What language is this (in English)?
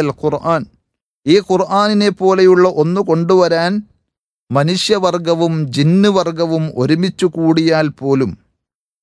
Malayalam